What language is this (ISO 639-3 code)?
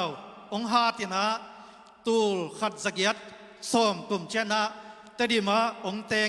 ctd